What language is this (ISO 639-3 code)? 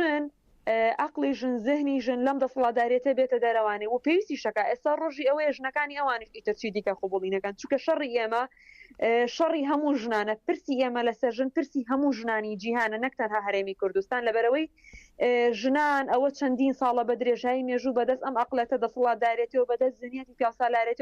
ckb